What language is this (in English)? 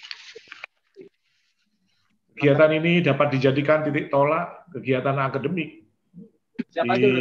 Indonesian